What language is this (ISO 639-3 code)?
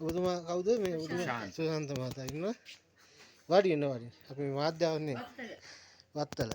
sin